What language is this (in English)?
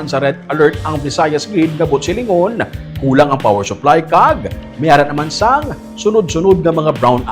Hiligaynon